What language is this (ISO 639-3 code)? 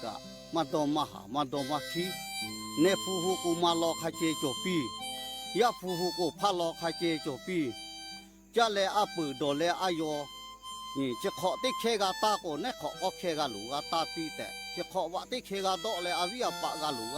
lhu